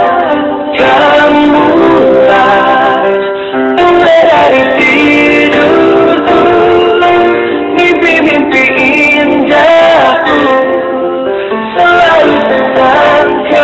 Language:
Indonesian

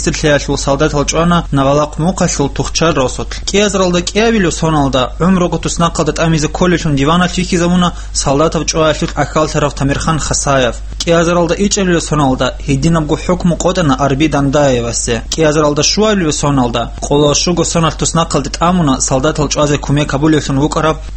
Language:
Avaric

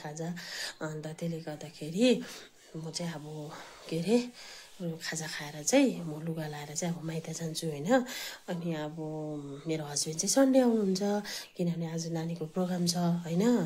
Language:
Nepali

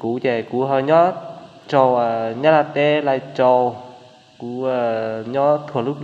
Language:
Hmong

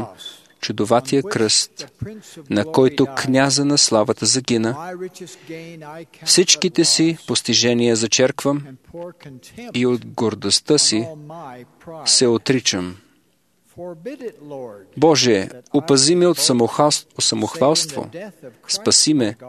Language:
Bulgarian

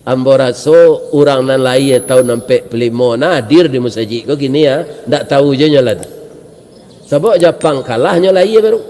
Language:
Minangkabau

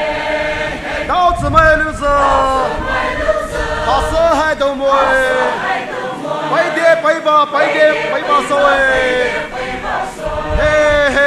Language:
Poumei Naga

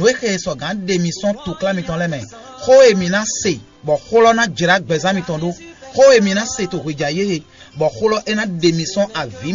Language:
Fon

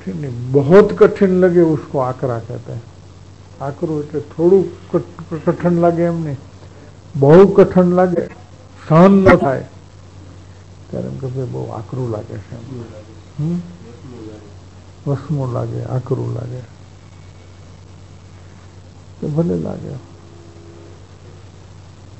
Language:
Gujarati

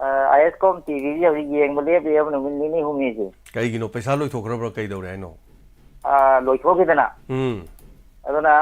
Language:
Manipuri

